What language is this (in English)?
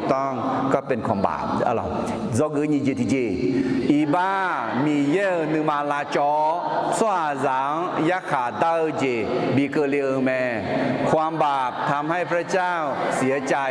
Akha